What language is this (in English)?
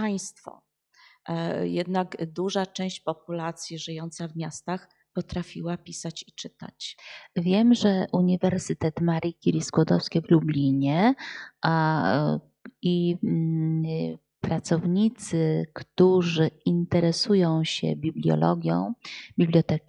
Polish